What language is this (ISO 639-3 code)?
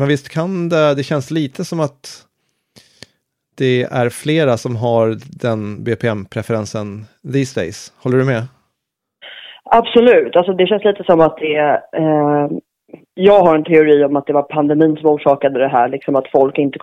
swe